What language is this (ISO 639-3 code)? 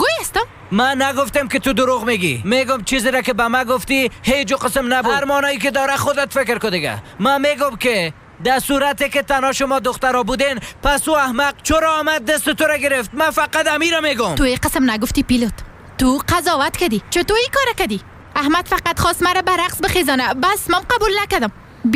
fas